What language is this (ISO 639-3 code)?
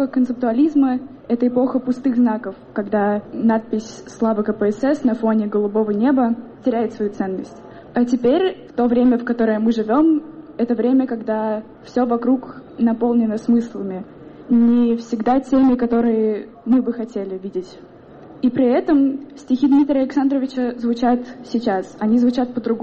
rus